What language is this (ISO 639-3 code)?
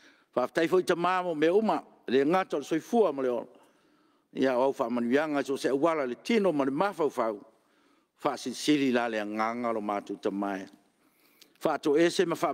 smo